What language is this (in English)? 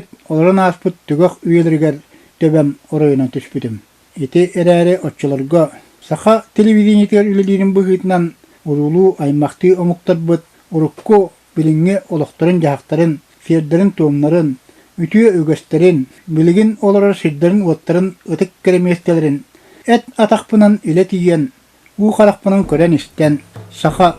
Yakut